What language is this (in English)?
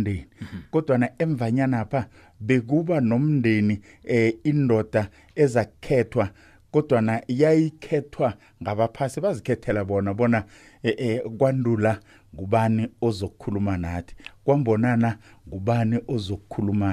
South Ndebele